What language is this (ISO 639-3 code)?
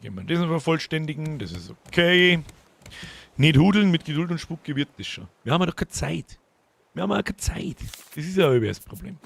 bar